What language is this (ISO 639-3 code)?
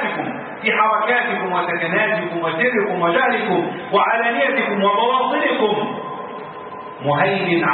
ara